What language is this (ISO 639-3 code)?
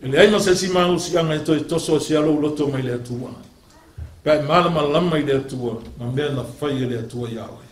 smo